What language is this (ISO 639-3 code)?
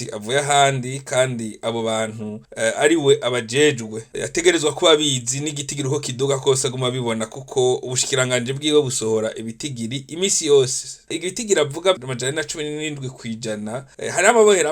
run